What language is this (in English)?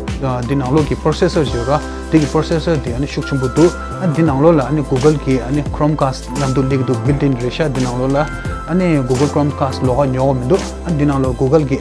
Tibetan